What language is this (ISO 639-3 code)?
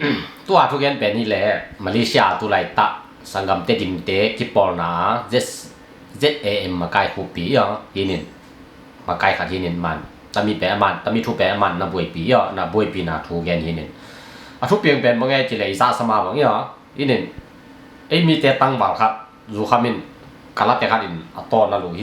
ctd